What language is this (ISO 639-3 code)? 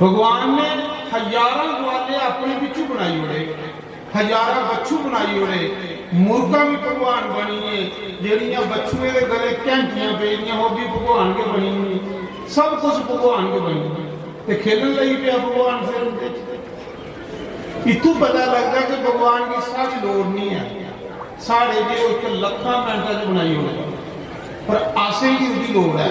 doi